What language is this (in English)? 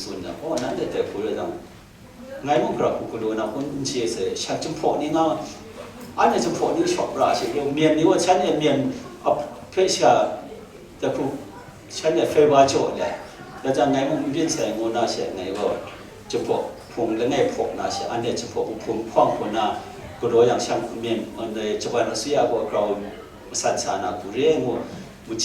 Kachin